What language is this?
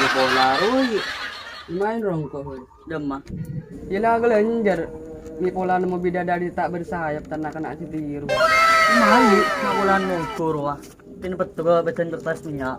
Madurese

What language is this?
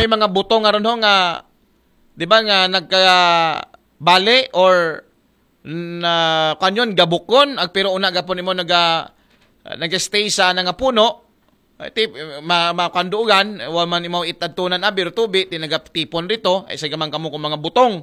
Aklanon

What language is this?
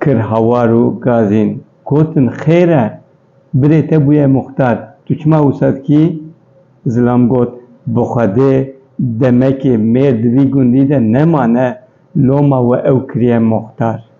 Kurdish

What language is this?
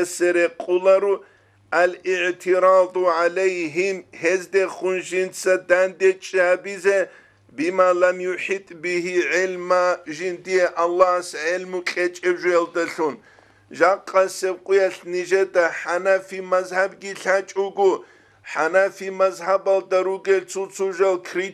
Avaric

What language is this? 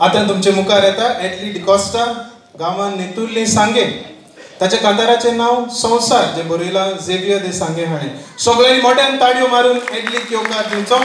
Konkani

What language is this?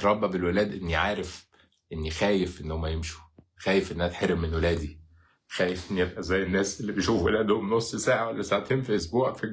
Egyptian Arabic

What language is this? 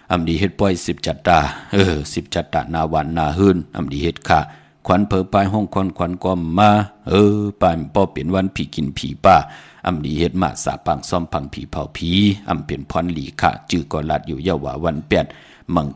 Shan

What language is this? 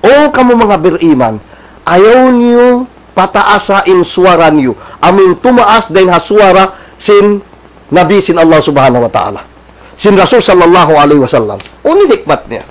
Tausug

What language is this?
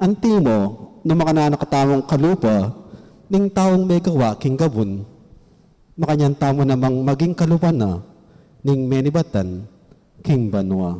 Pampanga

